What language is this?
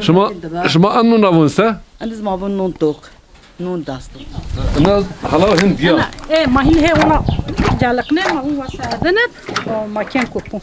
Zaza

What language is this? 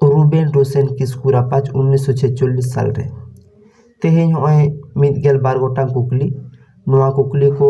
Santali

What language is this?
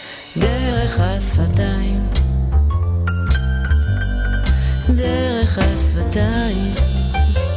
Hebrew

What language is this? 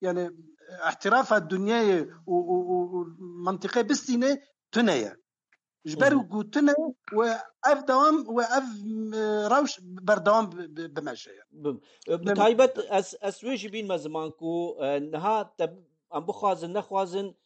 Kurdish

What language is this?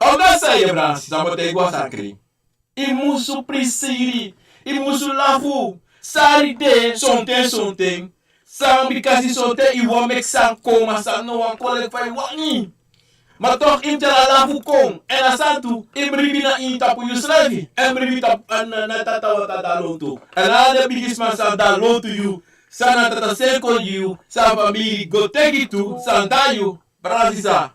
Sranan Tongo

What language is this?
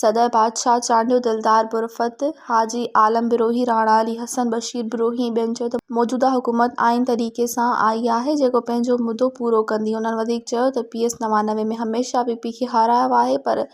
Sindhi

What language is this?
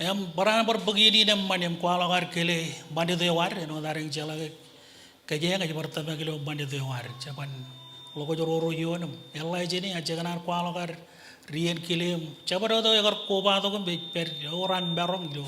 Marshallese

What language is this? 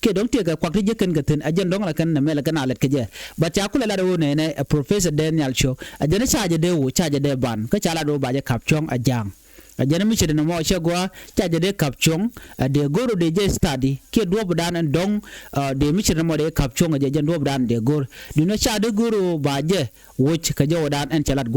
Nuer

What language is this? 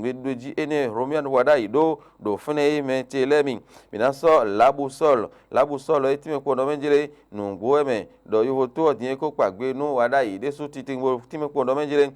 Fon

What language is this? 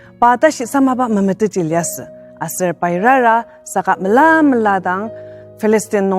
Ao Naga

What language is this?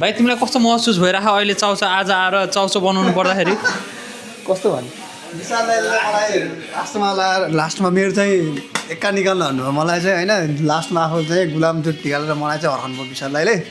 Nepali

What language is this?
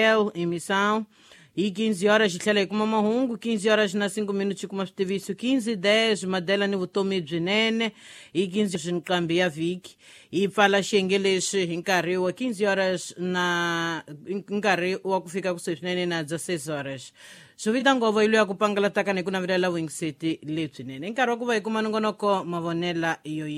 Tsonga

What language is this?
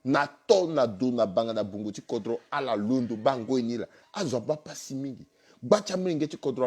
Sango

